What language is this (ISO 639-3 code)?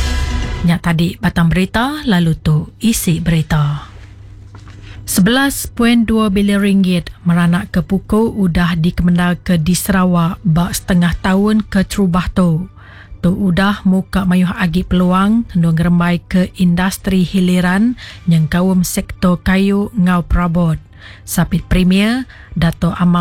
iba